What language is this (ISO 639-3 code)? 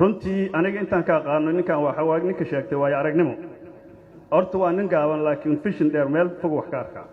som